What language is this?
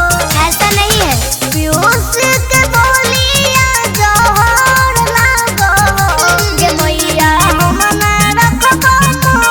Magahi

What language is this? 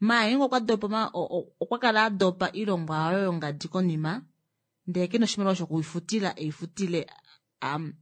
Kuanyama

